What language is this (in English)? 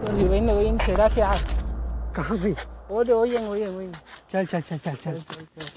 Chhattisgarhi